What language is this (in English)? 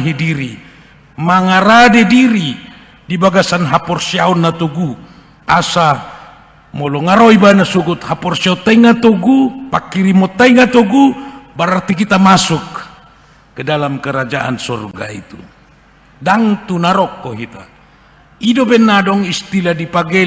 Batak Toba